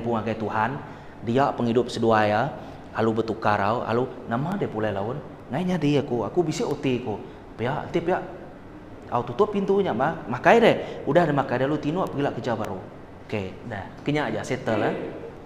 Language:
Iban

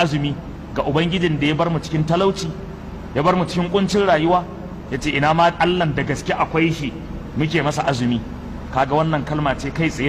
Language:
Hausa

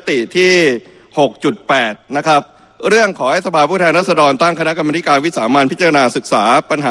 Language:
Thai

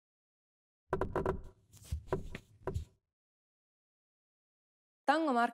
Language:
Finnish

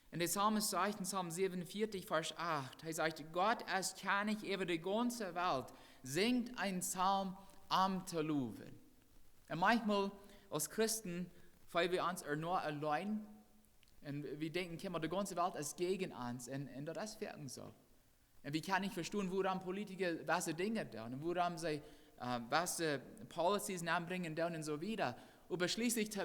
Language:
Plautdietsch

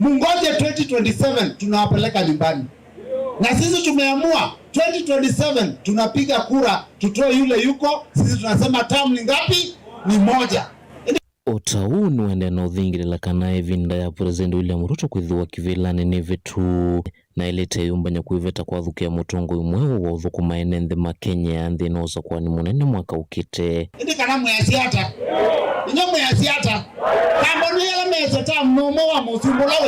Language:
Kamba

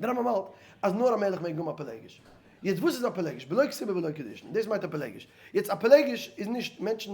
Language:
Yiddish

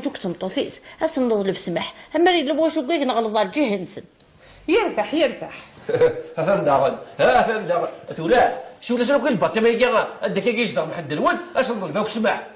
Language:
Kabyle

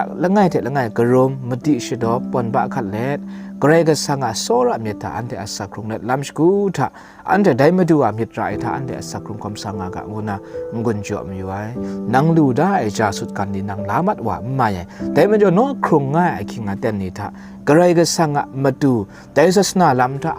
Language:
Kachin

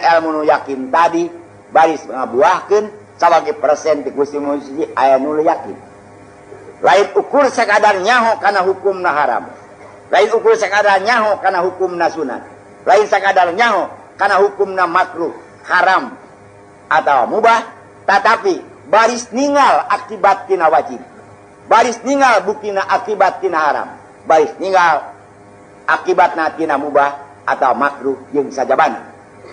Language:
Sundanese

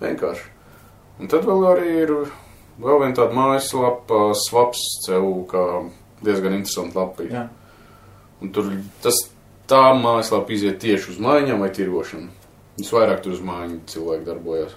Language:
Latvian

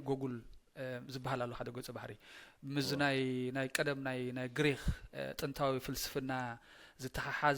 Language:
Tigrinya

